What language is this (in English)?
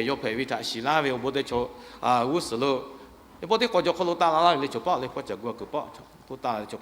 Lahu